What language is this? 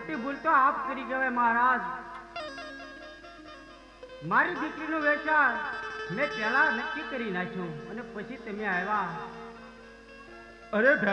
Gujarati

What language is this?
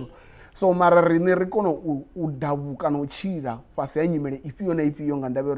Venda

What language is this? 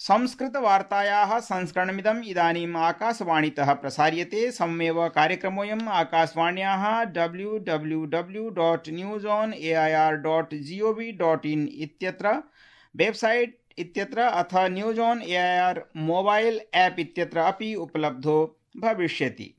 Sanskrit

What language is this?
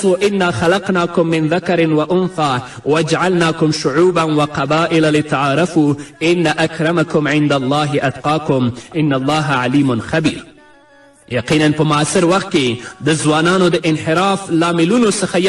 Pashto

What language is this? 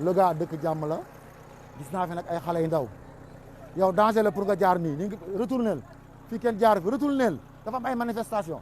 Wolof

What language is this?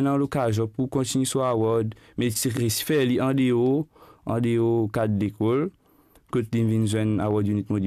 Morisyen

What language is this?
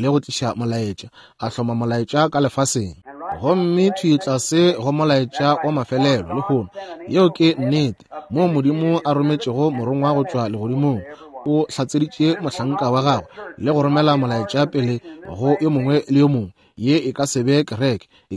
Northern Sotho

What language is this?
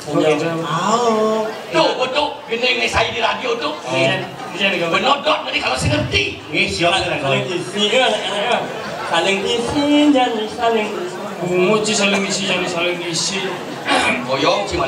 Balinese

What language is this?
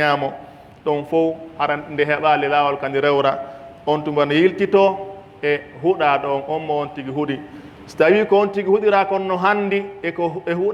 Pular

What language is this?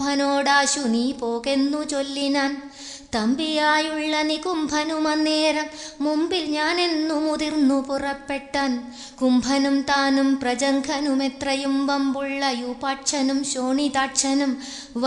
Malayalam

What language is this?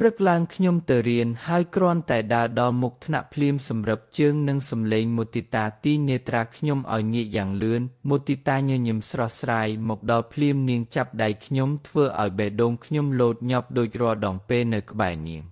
Khmer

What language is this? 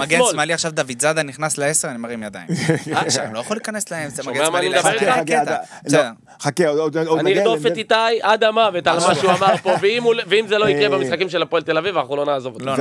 Hebrew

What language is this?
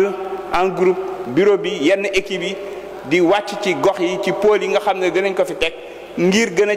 Wolof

